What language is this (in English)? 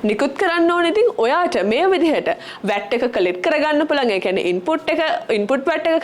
Sinhala